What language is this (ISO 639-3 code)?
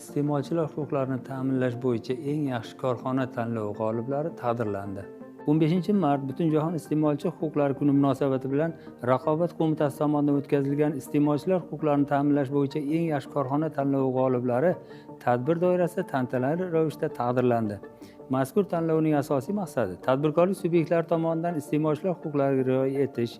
uzb